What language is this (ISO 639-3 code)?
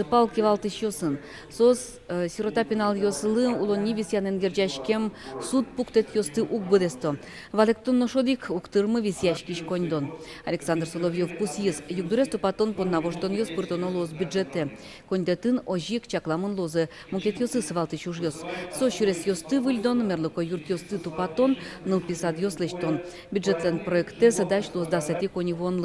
udm